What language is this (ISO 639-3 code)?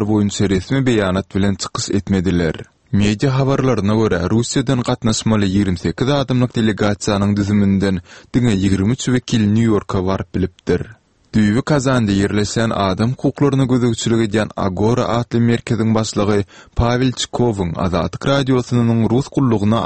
tuk